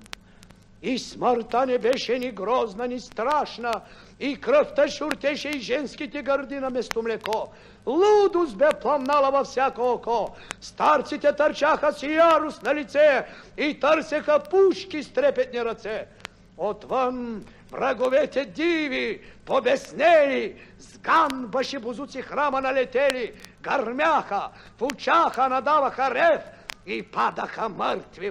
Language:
Bulgarian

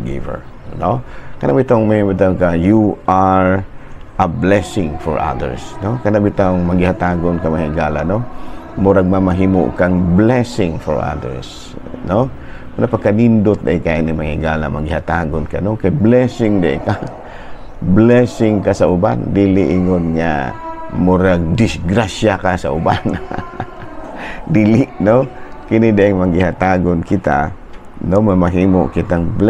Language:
Cebuano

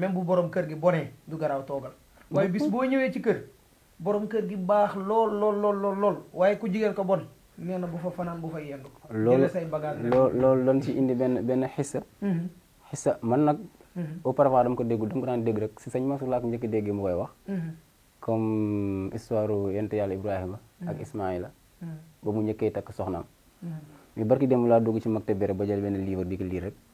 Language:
Wolof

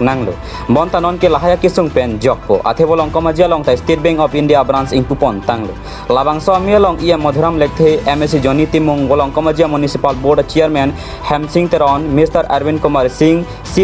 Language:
Karbi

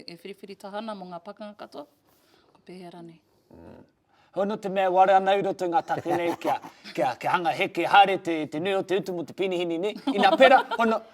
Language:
Māori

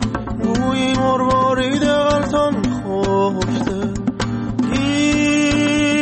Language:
Persian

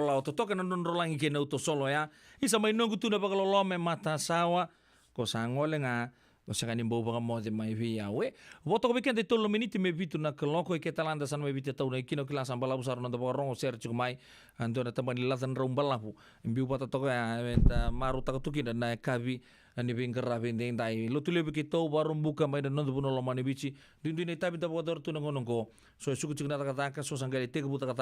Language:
Fijian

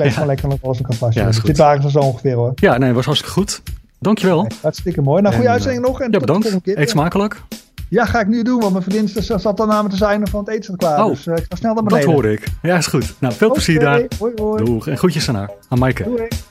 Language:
Dutch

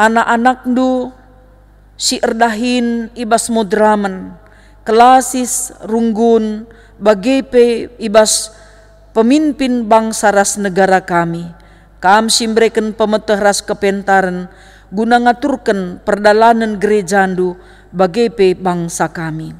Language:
Batak Karo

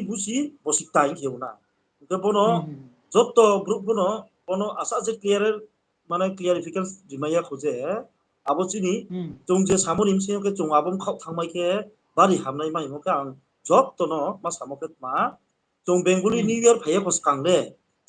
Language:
Riang (India)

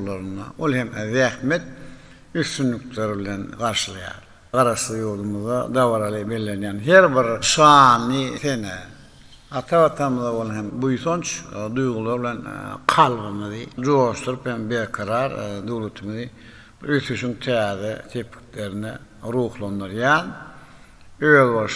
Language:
Turkmen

